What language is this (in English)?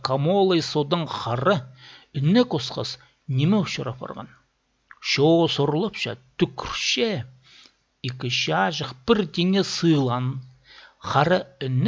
Khakas